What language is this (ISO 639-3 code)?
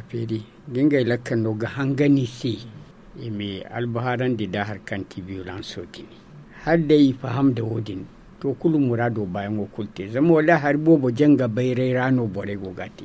dje